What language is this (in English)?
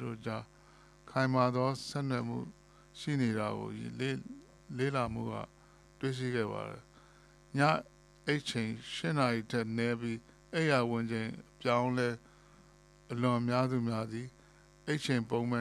Burmese